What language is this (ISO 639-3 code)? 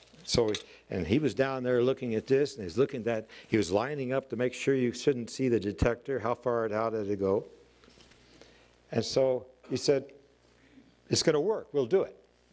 eng